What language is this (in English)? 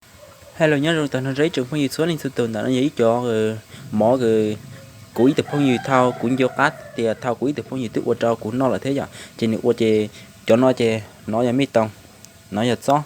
Hmong